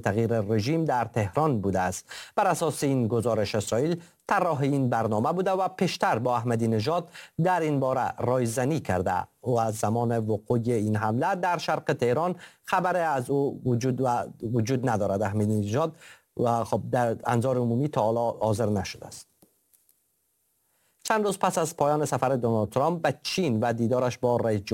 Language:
Persian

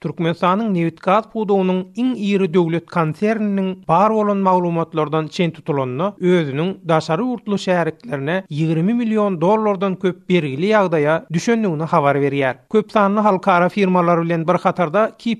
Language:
Turkmen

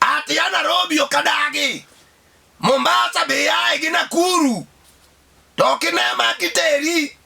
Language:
Luo (Kenya and Tanzania)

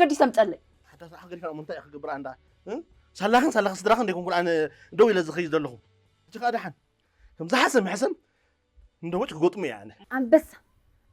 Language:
Tigrinya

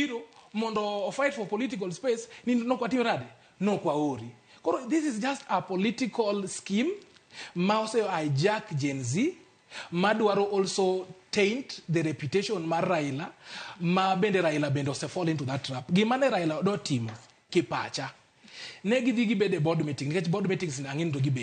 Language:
Luo (Kenya and Tanzania)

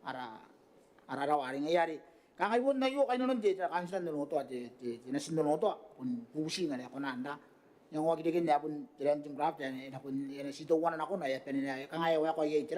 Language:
Gilbertese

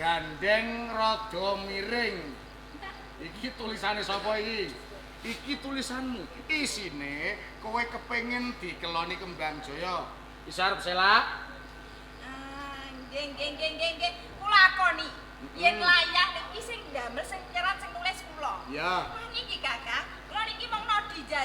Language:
Javanese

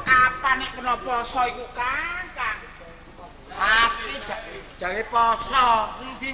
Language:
Javanese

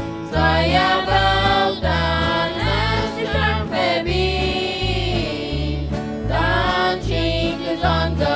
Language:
Plautdietsch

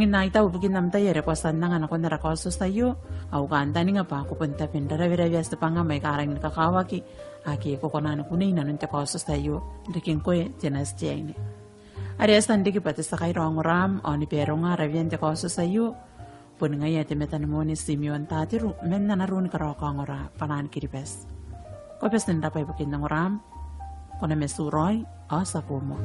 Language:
Gilbertese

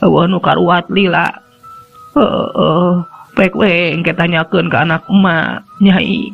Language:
Sundanese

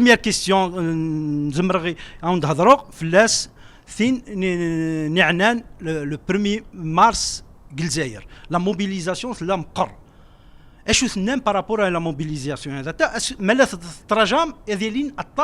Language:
Kabyle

